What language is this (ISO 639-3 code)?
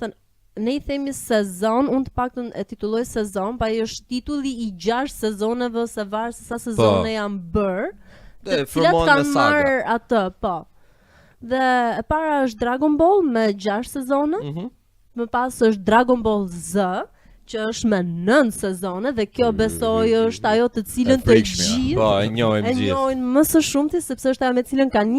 sqi